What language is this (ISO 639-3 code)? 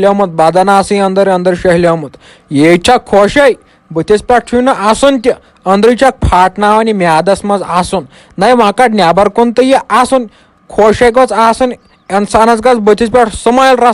kas